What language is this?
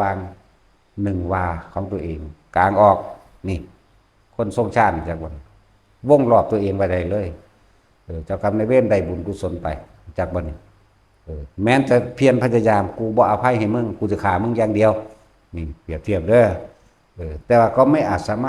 Northeastern Thai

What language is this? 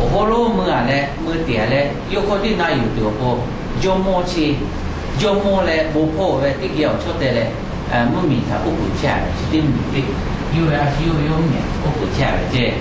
Lahu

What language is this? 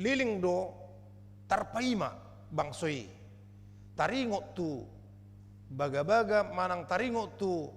Batak Toba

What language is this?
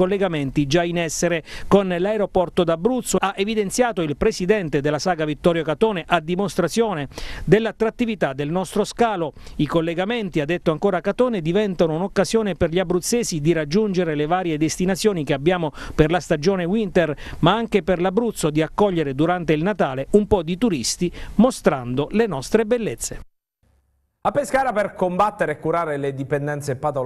Italian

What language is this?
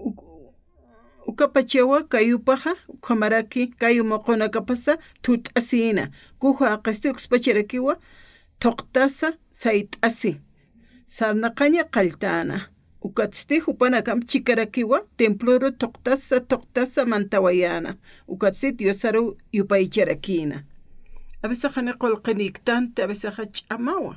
Aymara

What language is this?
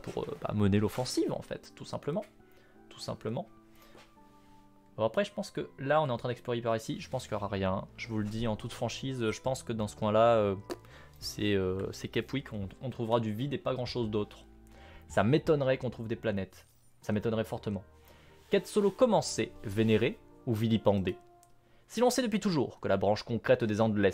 French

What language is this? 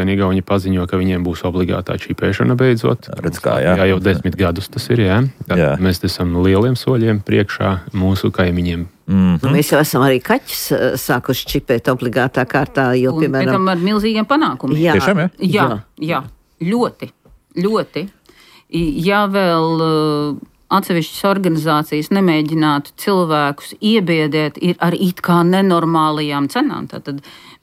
Latvian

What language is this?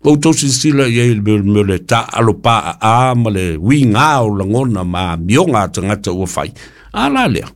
Samoan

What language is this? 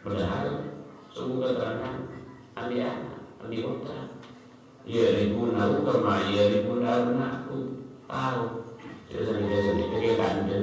Madurese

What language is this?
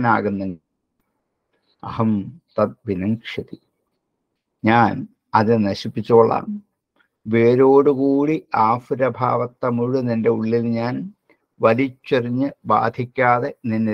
Malayalam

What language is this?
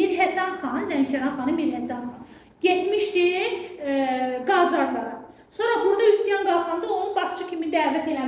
Azerbaijani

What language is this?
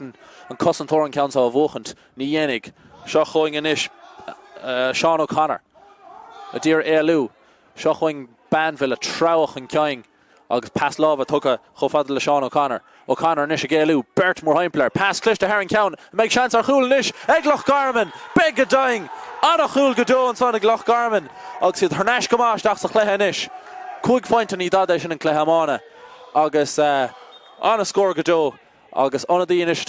Irish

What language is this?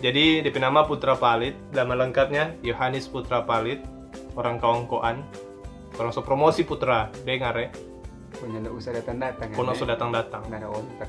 Manado Malay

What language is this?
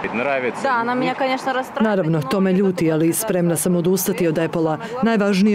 Croatian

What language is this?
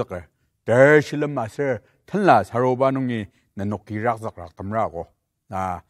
Ao Naga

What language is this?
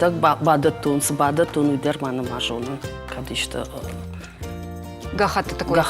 Ossetic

